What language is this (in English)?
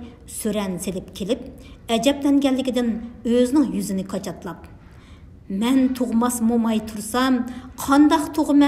Uyghur